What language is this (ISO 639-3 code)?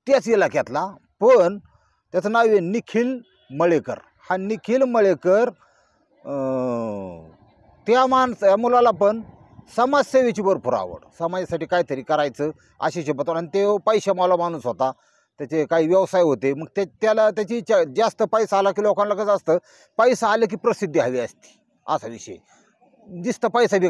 mar